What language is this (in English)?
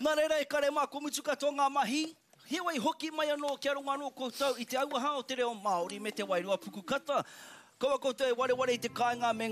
Māori